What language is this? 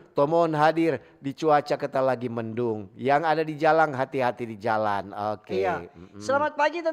Manado Malay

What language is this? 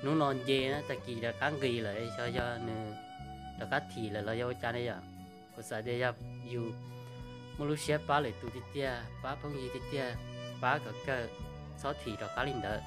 Hmong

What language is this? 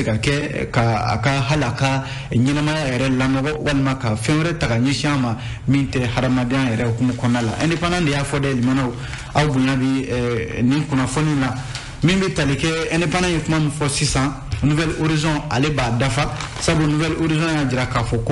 Bambara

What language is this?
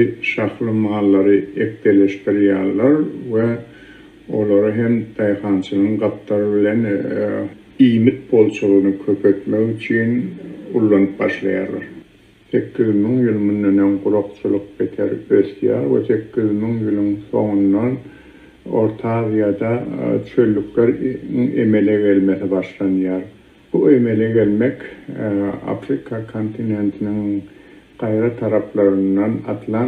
Turkmen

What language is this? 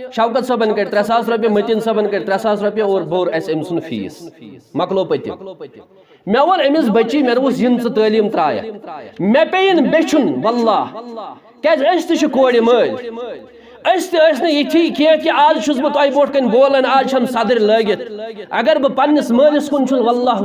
Kashmiri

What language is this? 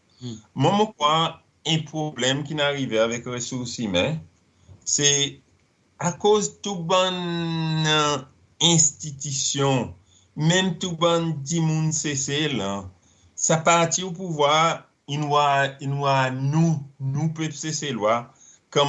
Seselwa Creole French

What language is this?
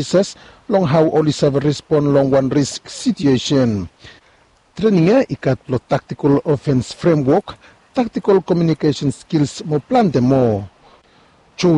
Bislama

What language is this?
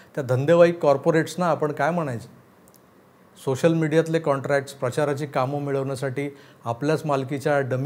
Marathi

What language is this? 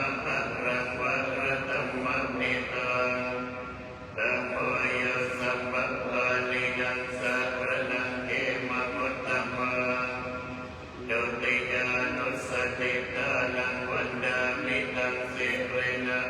Pali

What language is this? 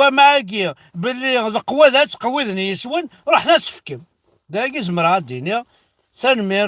Kabyle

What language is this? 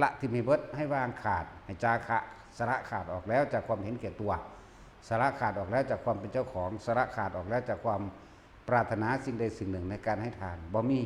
Northeastern Thai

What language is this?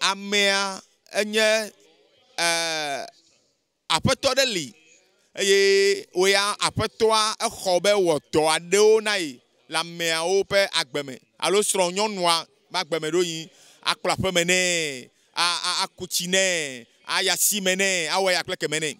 Ewe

